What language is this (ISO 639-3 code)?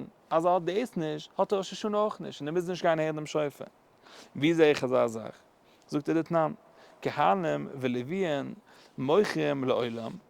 yid